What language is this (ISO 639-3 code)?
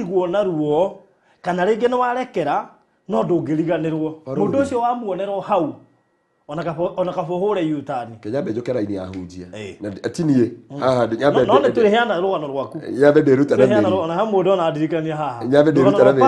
kik